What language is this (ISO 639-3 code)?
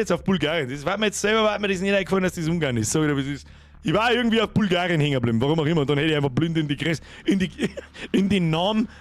bar